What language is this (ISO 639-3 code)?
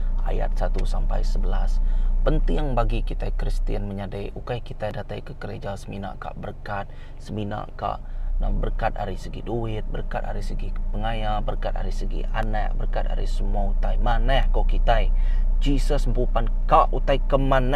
iba